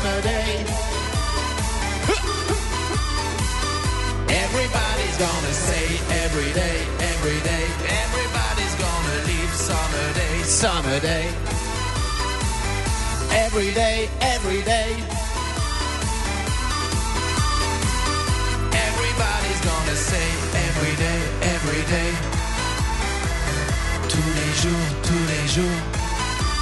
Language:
French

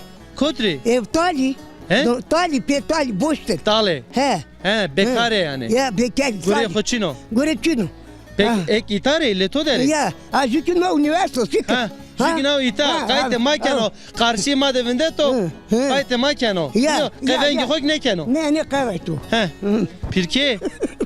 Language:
Zaza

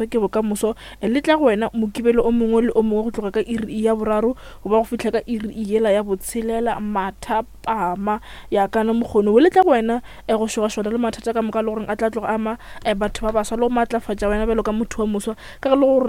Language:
Northern Sotho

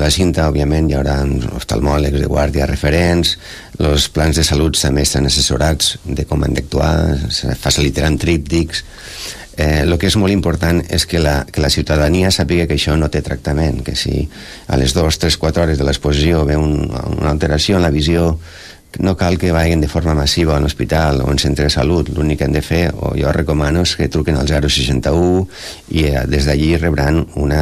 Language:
Catalan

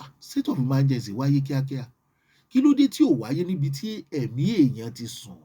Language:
Yoruba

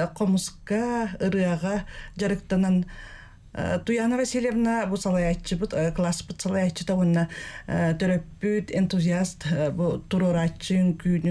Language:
Yakut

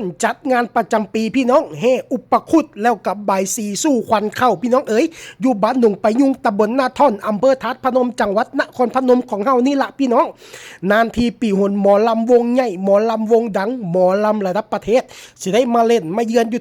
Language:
Lao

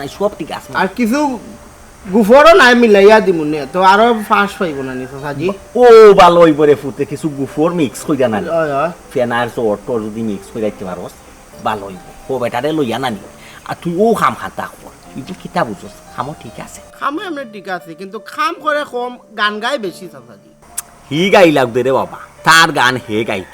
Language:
Sylheti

